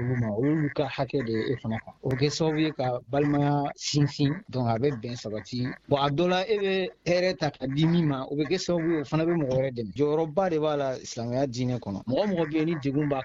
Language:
Bambara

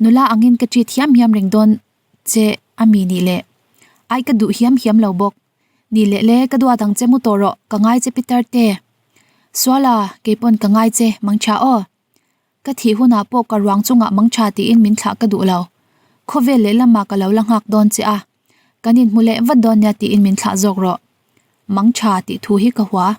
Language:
Mizo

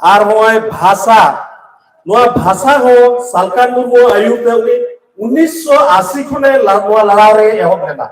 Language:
Santali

